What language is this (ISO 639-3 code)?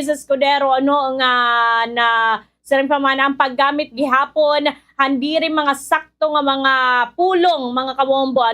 war